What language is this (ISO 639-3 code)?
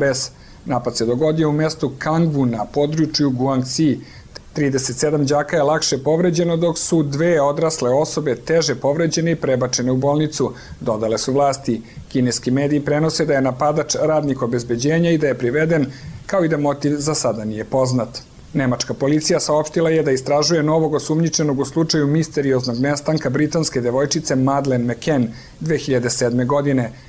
srp